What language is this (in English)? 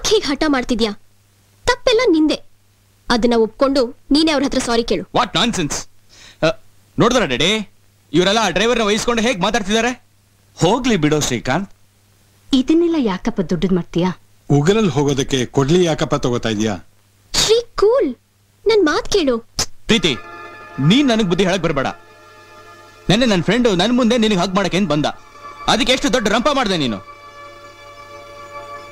Kannada